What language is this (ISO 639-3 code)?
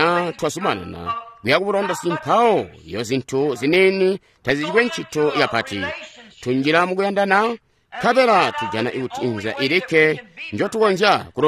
toi